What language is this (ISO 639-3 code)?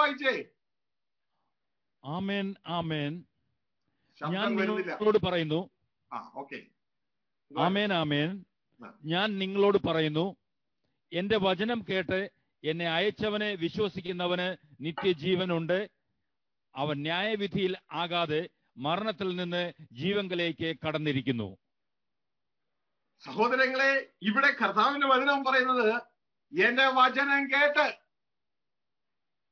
mal